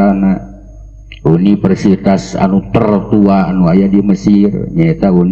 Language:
Sundanese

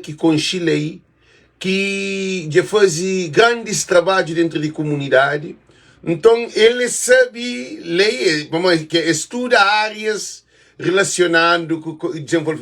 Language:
Kabuverdianu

